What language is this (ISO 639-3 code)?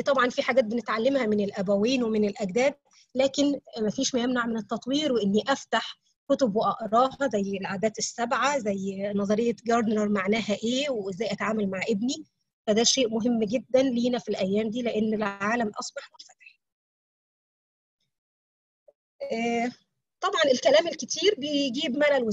arz